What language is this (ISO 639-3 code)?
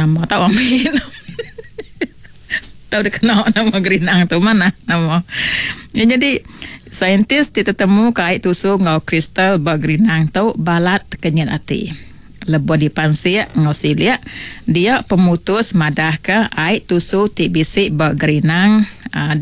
iba